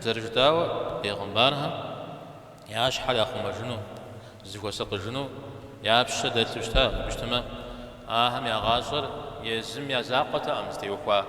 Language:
Kabardian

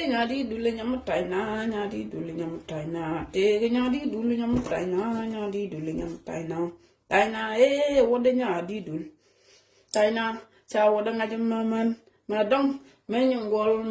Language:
Nuer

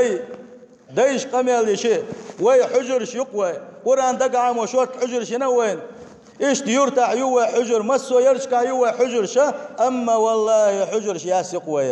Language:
Chechen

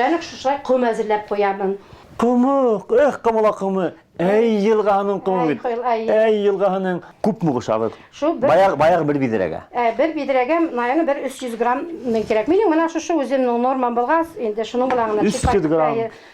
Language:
Bashkir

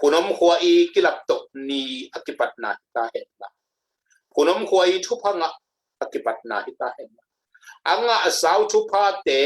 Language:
Tedim Chin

